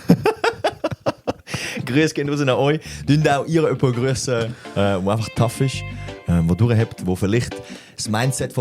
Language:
Swiss German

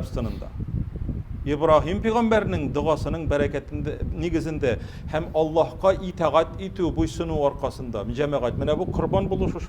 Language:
Tatar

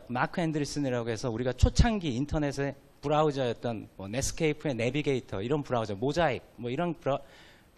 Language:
Korean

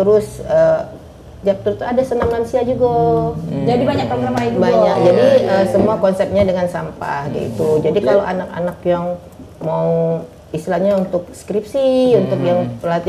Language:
Musi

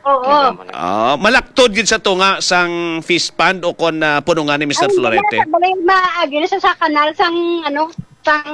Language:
Hiligaynon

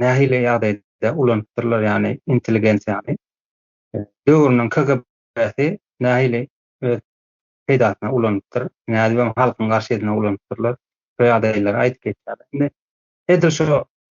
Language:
Turkmen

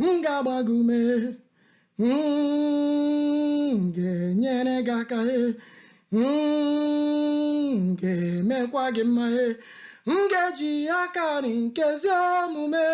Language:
Igbo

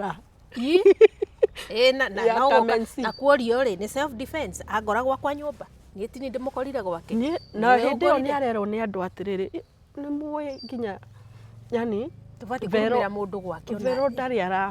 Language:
Kikuyu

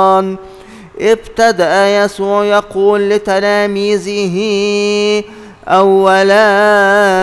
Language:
Egyptian Arabic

